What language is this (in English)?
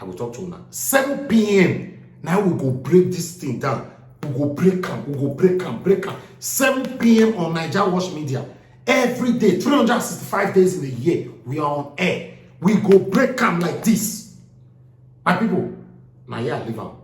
Nigerian Pidgin